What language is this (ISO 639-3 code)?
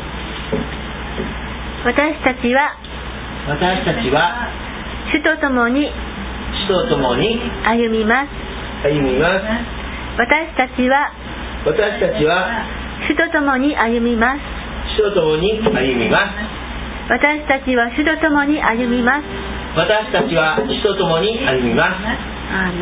jpn